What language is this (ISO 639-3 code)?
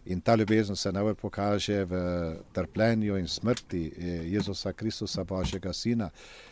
slv